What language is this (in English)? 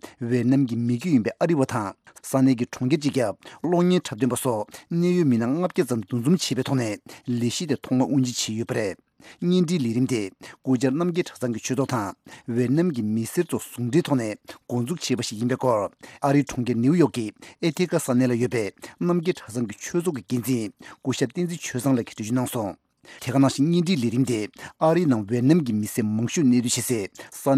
Tibetan